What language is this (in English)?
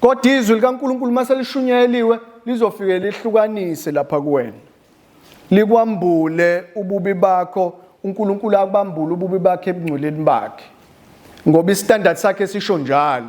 Zulu